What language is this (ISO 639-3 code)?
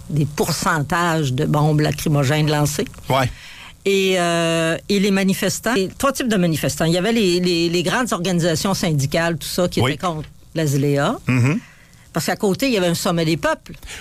fra